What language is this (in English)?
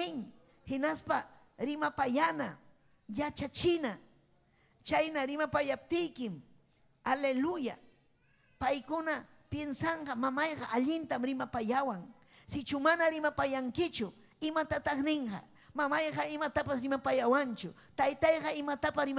Ayacucho Quechua